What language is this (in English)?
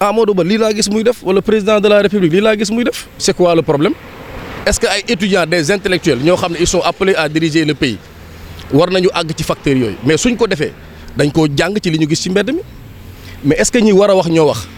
Wolof